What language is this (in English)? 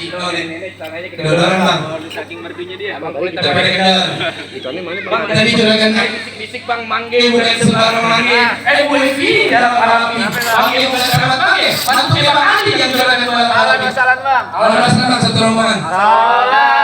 Betawi